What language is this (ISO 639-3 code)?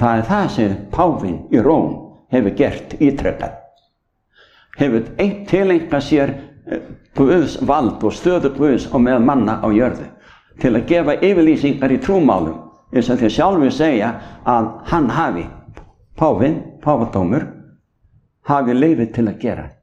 isl